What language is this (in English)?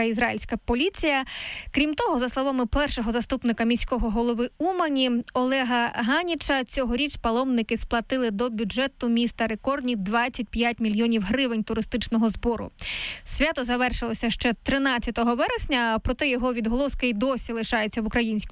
Ukrainian